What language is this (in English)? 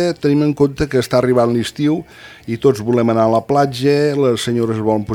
Catalan